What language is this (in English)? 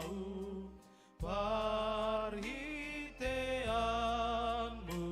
Batak Toba